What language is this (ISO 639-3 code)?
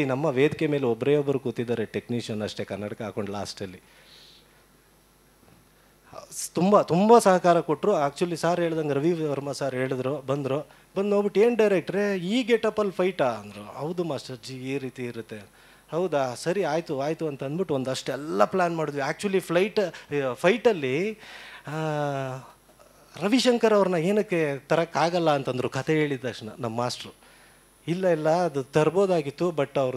kan